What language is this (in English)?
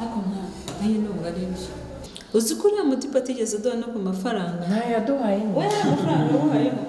Kinyarwanda